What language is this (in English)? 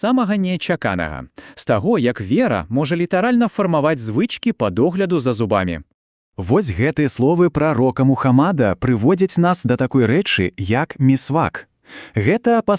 Belarusian